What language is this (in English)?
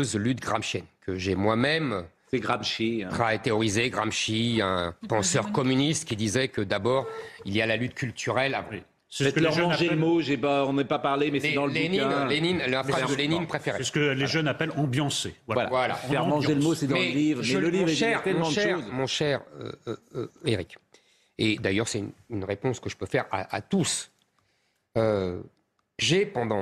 French